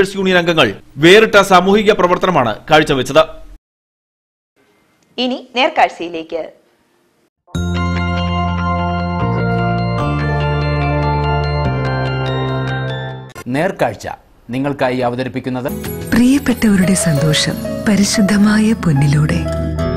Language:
Malayalam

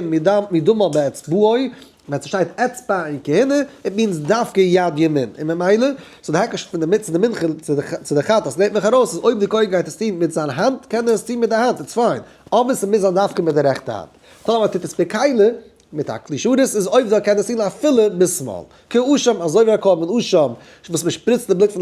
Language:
Yiddish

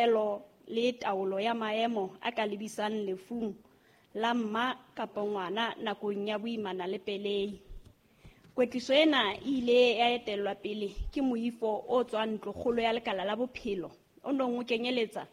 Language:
Southern Sotho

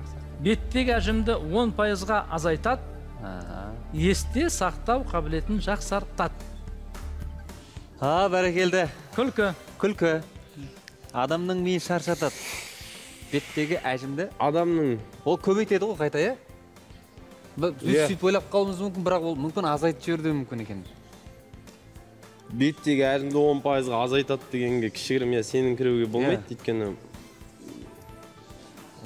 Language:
Kazakh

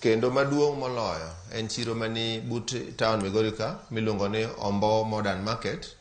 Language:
Luo (Kenya and Tanzania)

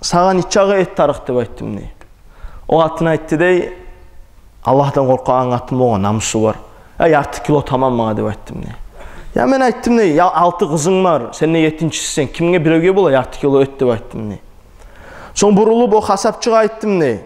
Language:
Kumyk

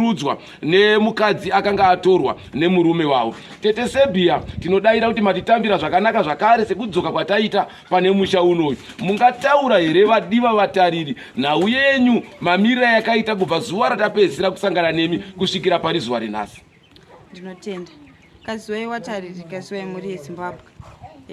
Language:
Shona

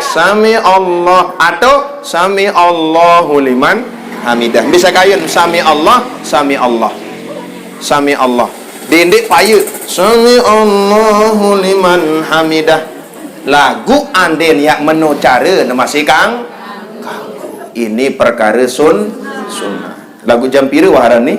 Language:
Sasak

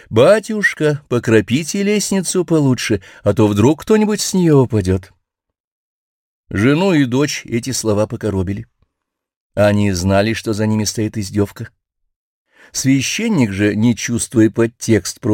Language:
Russian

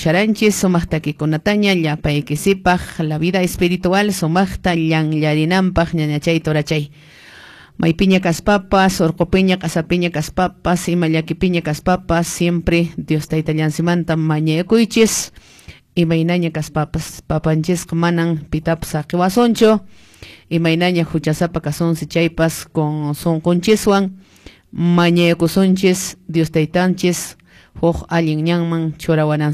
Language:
Quechua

